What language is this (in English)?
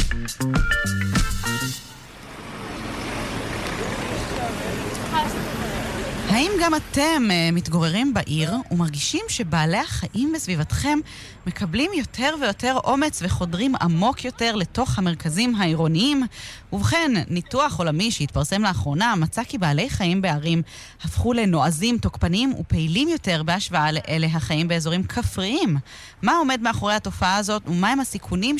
Hebrew